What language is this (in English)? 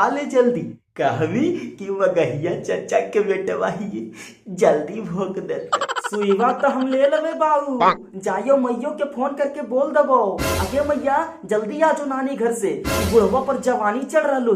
Magahi